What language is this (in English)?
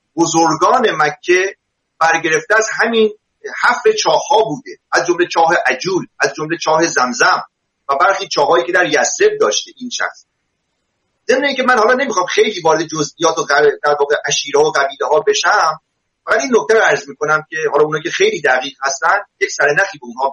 Persian